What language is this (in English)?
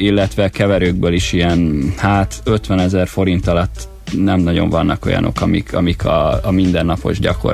Hungarian